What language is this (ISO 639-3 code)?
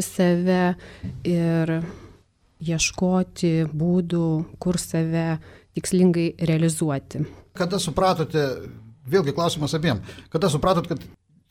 lit